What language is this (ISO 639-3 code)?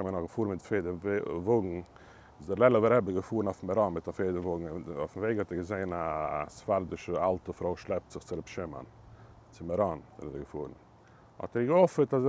yid